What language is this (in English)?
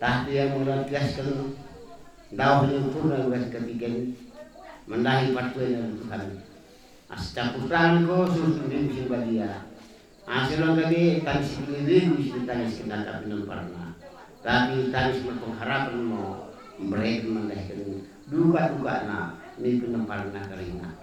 Batak Karo